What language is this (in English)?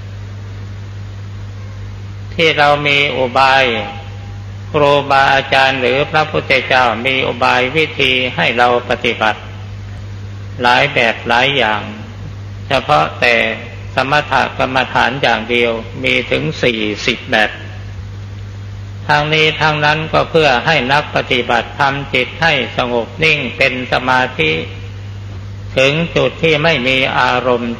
Thai